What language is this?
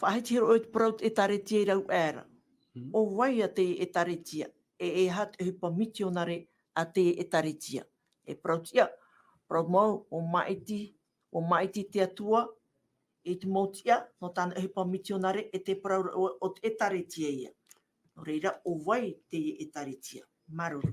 Tahitian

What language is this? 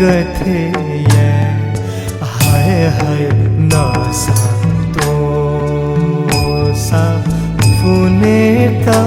Newari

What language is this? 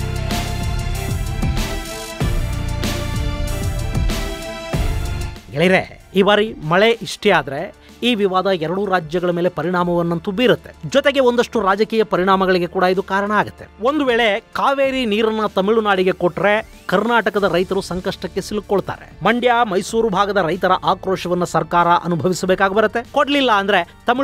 Kannada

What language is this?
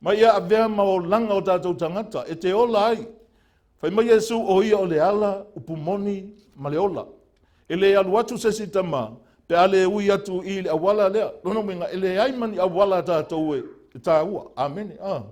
Samoan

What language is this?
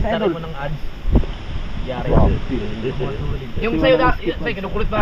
Filipino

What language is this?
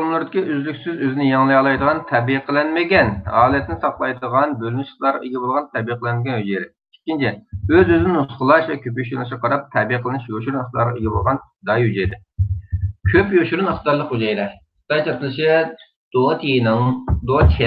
Uyghur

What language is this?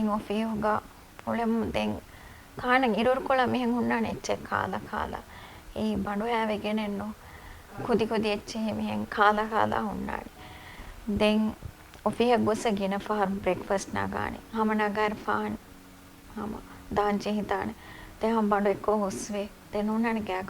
Divehi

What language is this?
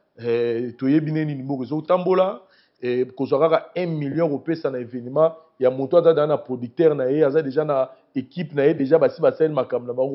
Lingala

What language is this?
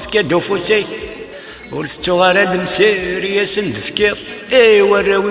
Kabyle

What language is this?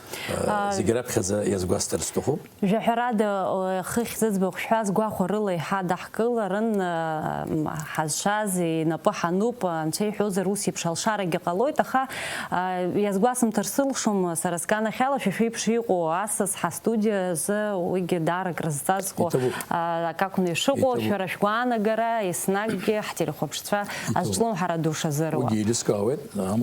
Abkhazian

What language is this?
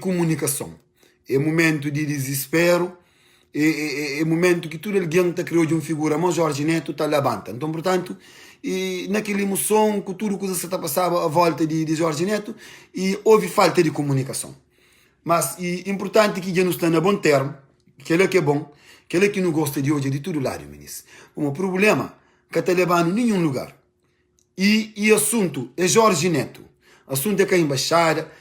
Kabuverdianu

